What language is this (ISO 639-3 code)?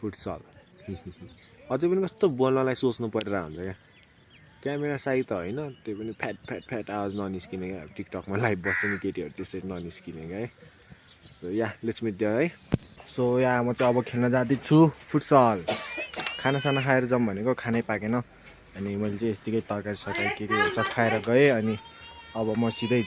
nep